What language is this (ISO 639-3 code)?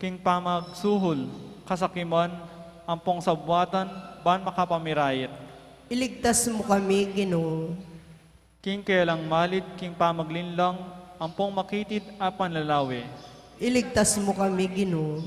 pam